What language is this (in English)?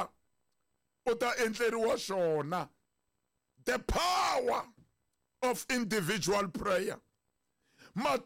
Tsonga